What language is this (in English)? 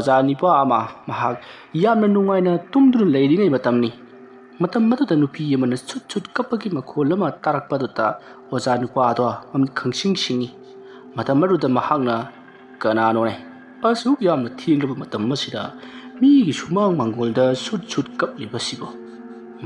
Manipuri